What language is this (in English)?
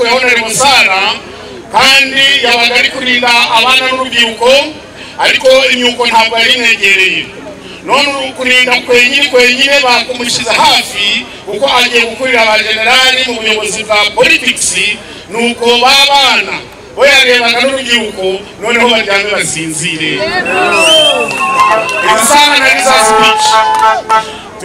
Kinyarwanda